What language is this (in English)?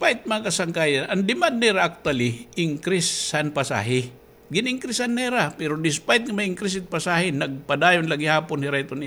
Waray